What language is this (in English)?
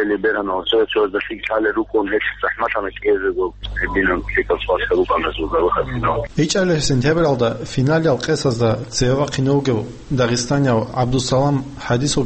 Avaric